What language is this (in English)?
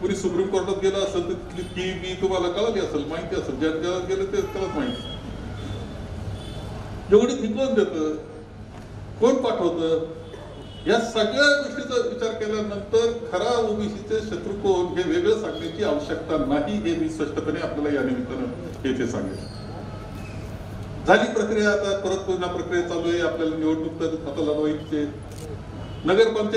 Marathi